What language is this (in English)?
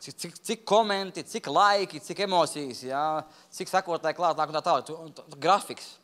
Latvian